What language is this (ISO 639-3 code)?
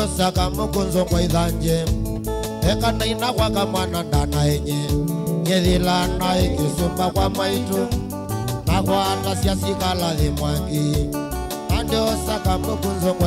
kam